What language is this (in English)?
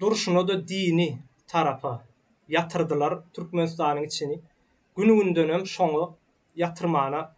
Turkmen